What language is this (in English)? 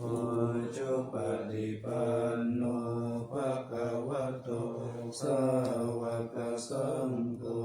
Pali